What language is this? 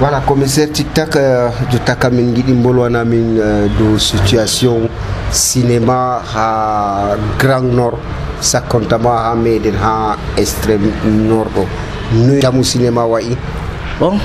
Nigerian Fulfulde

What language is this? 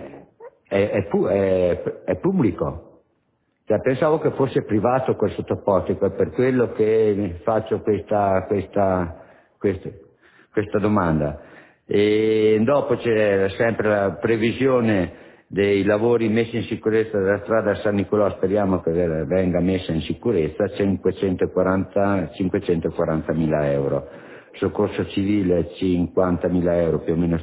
Italian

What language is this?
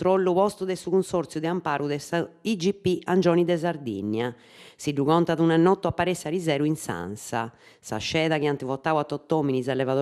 Sardinian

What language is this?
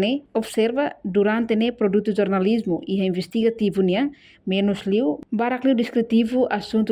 Tetum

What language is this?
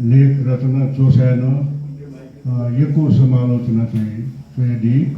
Newari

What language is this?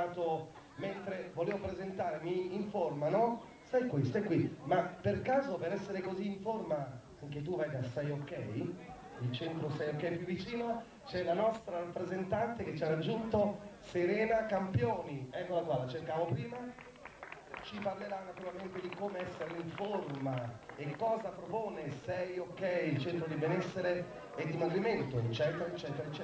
Italian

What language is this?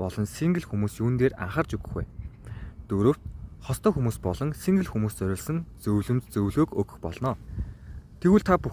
Mongolian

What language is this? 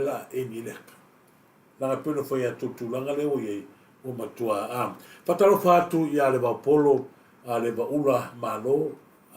Samoan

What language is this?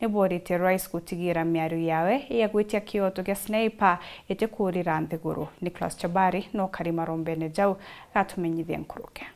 Meru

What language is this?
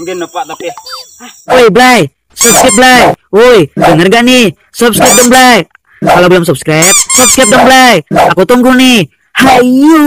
Banjar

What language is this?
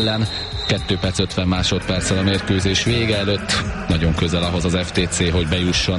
Hungarian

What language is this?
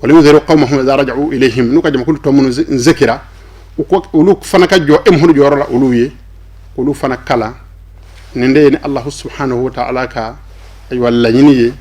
Bambara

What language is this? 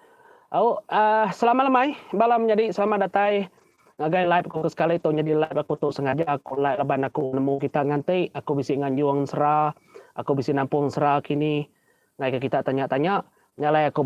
Iban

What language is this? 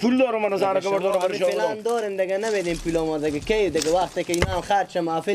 Persian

